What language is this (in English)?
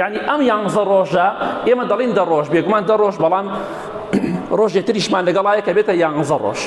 Central Kurdish